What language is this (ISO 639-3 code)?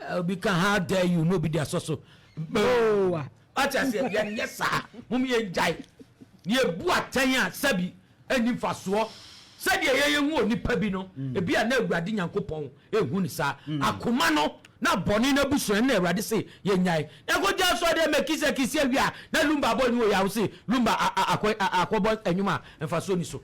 aka